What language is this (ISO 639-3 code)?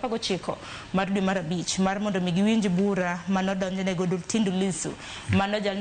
luo